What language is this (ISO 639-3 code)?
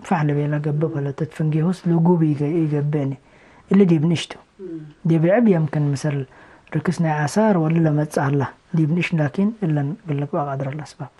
tig